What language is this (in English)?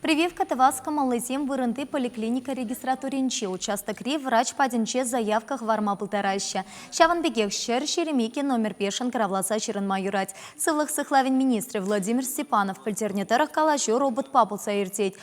Chuvash